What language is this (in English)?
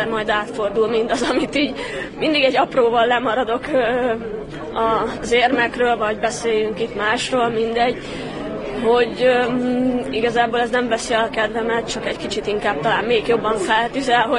Hungarian